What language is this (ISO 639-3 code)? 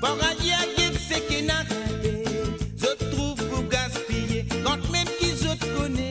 mfe